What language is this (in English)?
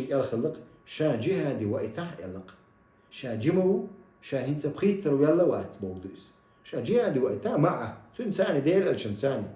Chechen